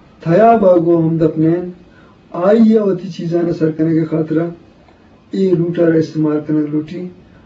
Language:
Eastern Balochi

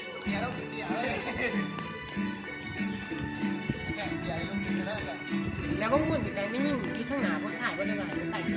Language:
Lao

